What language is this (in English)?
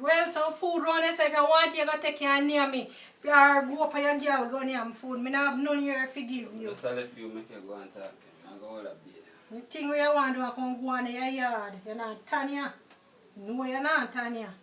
Jamaican Creole English